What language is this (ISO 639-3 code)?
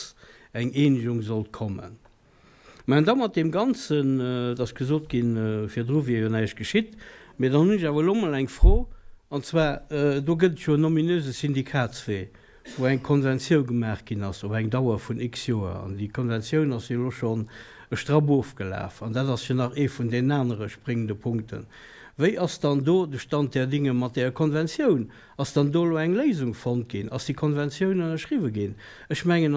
ltz